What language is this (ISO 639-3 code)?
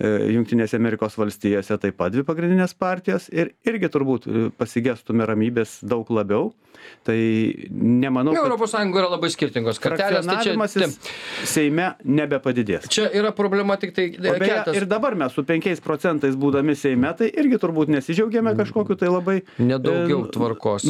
lit